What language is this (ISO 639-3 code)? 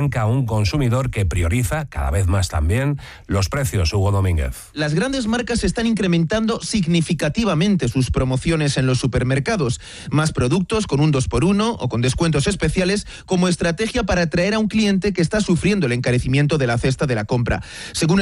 spa